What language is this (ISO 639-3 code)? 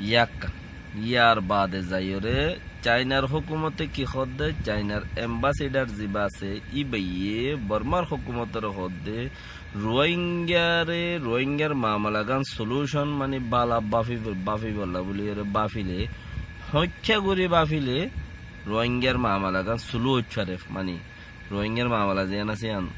rhg